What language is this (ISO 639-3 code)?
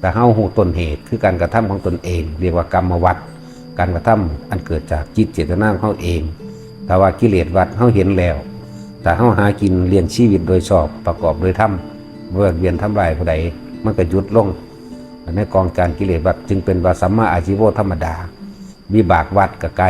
lao